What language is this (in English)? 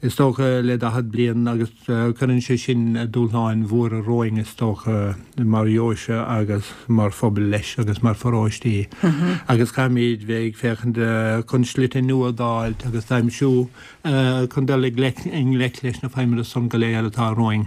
Irish